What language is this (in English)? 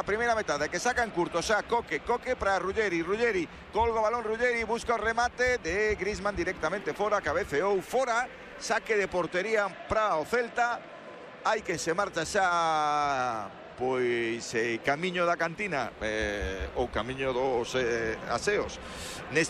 Galician